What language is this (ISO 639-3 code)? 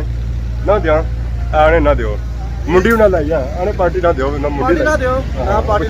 phr